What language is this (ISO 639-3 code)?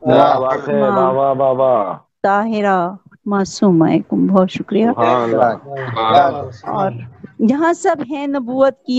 urd